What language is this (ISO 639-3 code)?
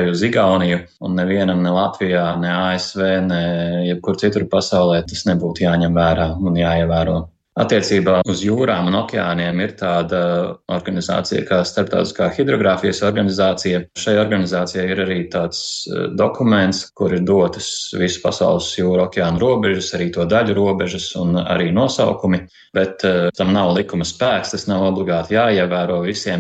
lav